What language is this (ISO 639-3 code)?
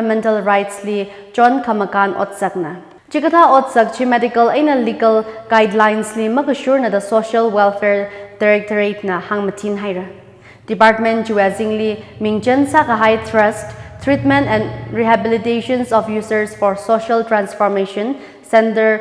nmf